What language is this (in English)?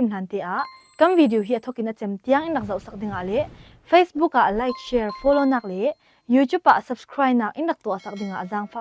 Falam Chin